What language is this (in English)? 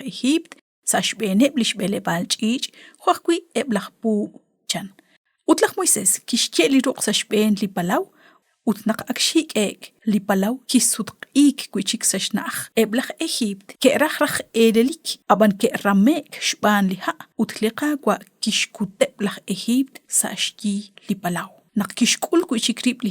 Kekchí